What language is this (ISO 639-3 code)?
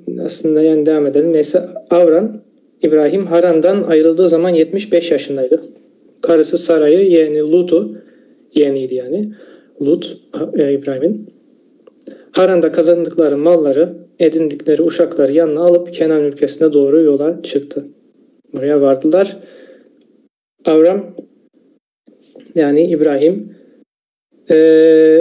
tur